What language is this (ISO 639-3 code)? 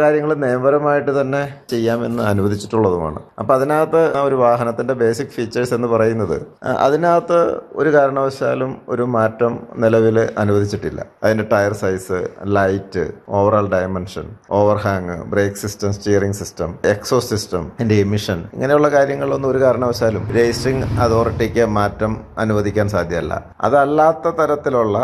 mal